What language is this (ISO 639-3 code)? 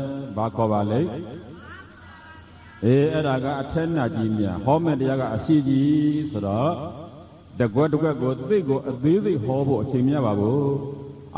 mya